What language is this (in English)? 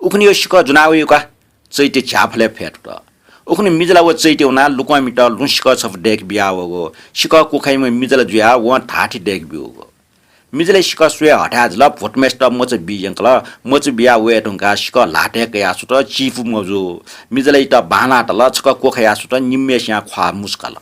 Newari